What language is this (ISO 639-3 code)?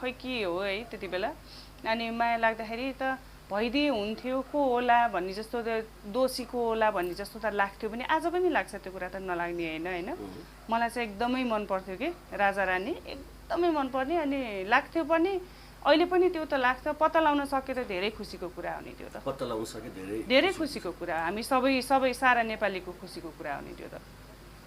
nep